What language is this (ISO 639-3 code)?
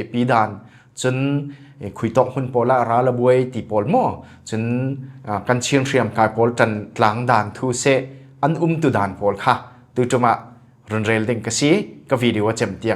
cfm